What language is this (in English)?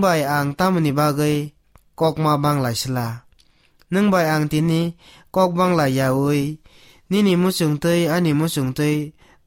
Kok Borok